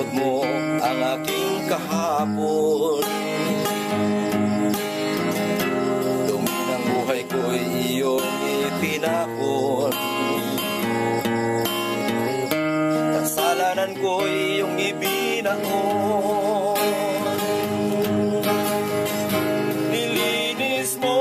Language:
Filipino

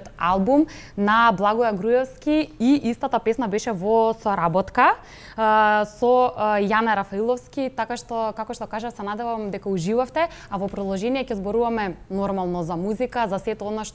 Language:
Macedonian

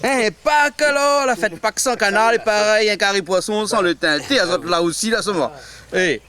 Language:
Réunion Creole French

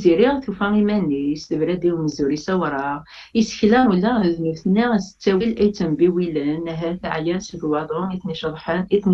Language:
Kabyle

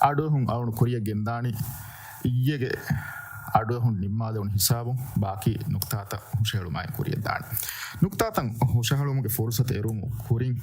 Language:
Divehi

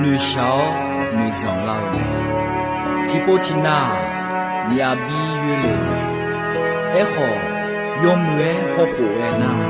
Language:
Akha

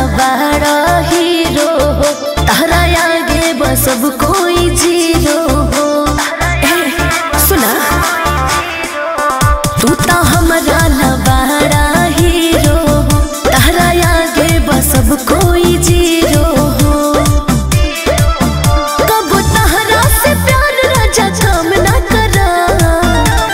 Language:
Bhojpuri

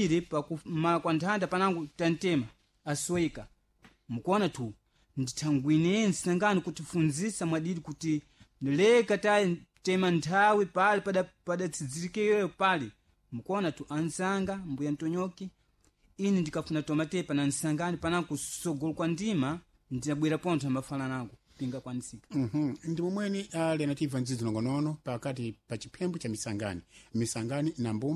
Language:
Sena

